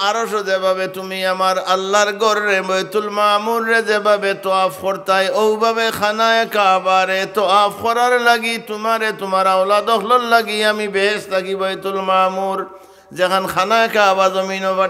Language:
Sylheti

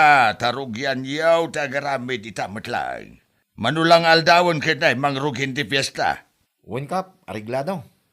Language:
Iloko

